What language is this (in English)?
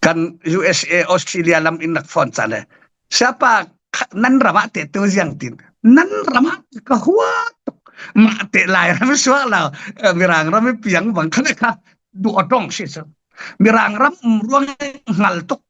Falam Chin